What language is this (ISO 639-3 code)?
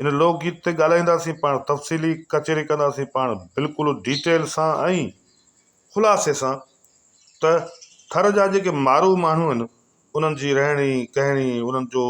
snd